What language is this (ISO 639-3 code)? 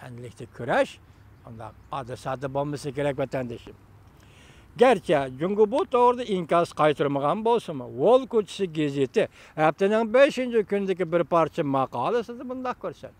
uig